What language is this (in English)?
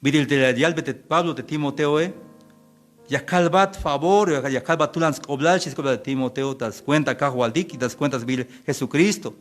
Tzeltal